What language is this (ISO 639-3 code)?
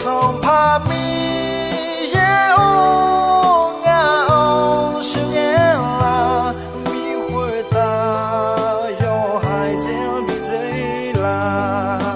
ahk